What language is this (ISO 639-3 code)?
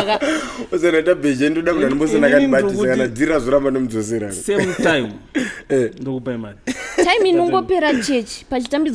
sna